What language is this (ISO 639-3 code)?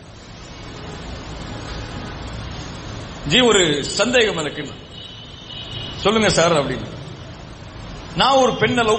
tam